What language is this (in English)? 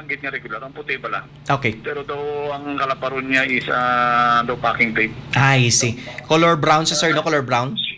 Hiligaynon